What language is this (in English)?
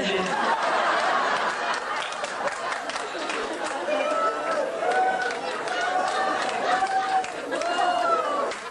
Hebrew